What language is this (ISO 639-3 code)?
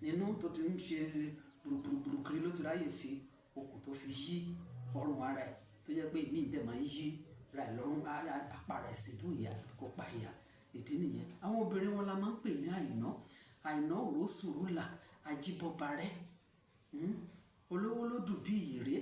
yor